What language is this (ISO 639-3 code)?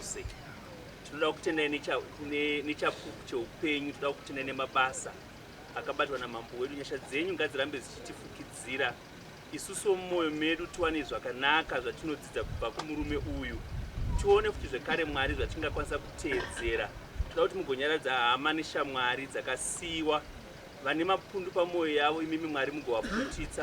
sna